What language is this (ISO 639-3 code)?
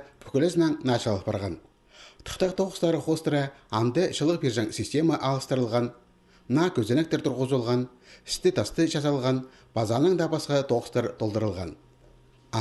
kjh